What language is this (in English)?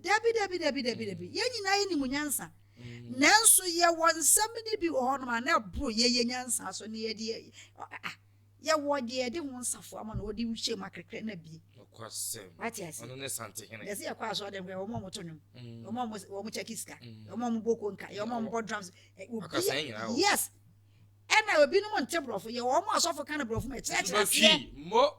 Akan